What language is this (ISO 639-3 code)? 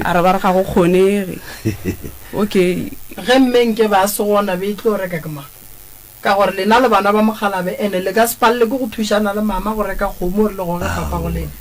nso